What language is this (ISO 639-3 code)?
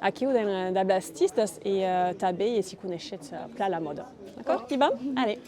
oci